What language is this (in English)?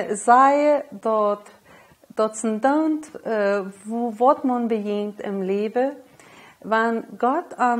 Plautdietsch